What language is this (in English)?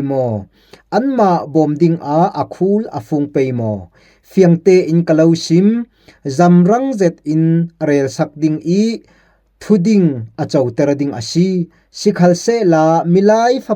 Falam Chin